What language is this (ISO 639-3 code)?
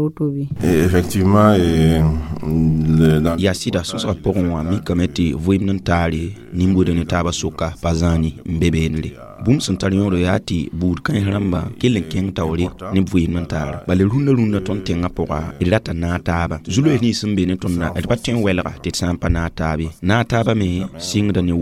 mos